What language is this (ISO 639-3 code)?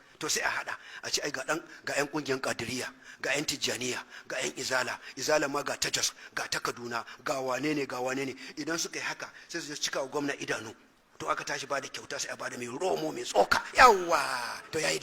hau